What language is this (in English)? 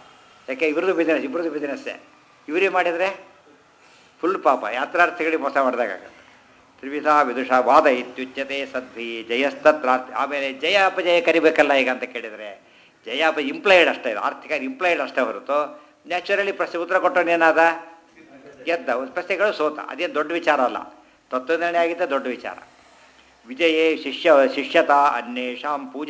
Kannada